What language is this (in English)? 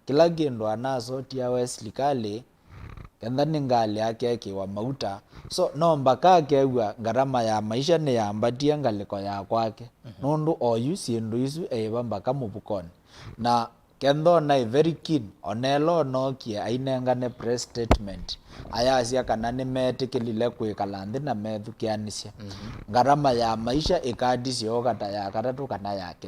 Kamba